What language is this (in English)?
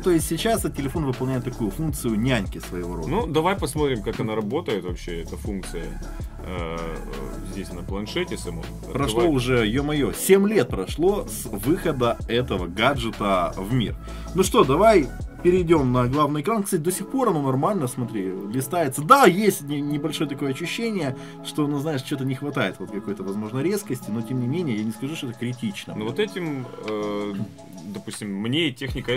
Russian